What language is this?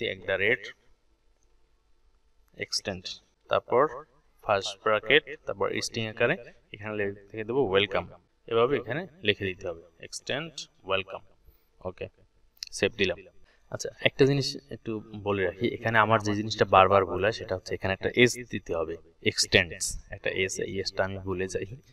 Bangla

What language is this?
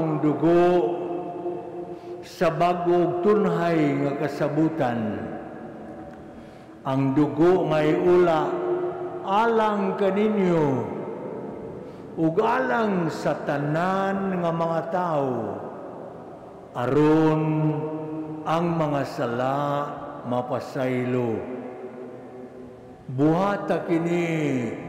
Cebuano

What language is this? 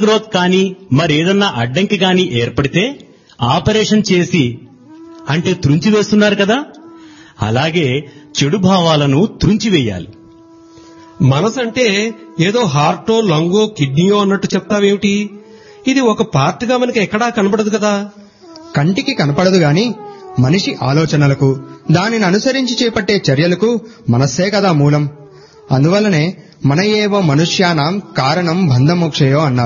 Telugu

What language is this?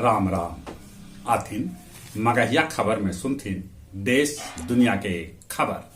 Magahi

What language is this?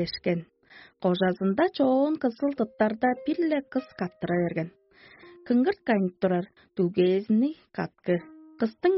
Tuvinian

